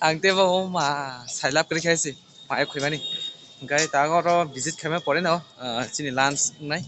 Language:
Kok Borok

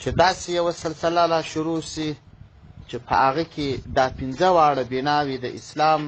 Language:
Pashto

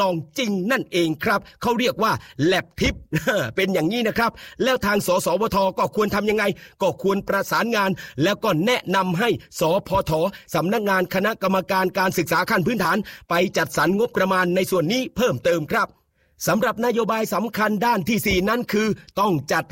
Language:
Thai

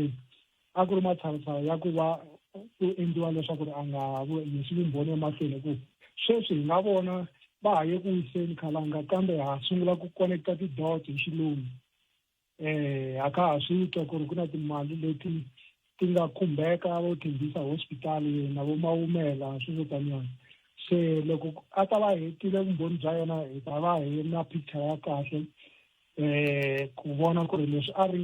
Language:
Tsonga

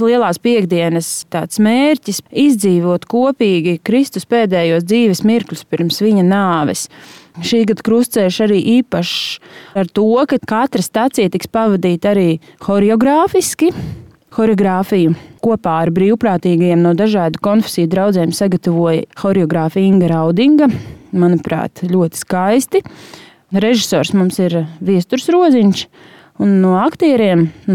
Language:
Latvian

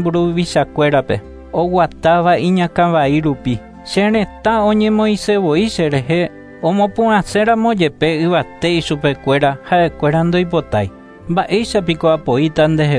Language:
Guarani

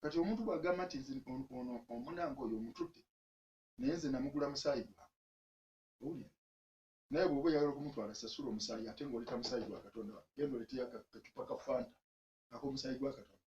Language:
Ganda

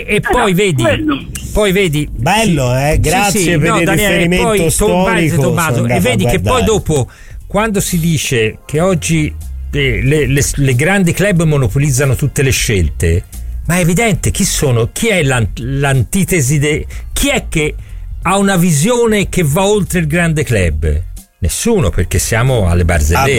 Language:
Italian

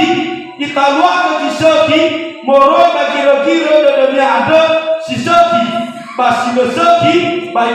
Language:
Nias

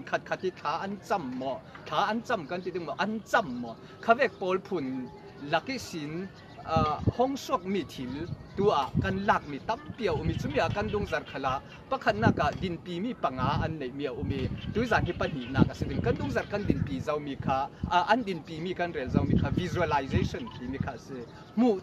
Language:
Falam Chin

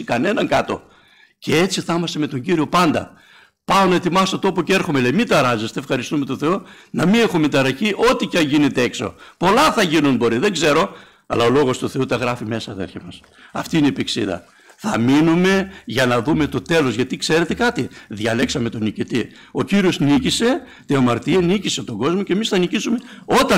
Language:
Greek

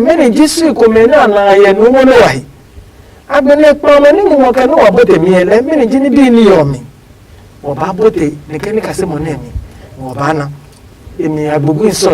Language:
Adangme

